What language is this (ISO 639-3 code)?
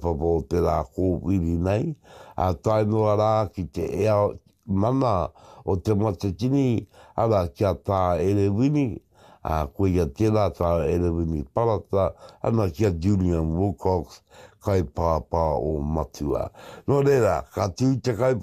mri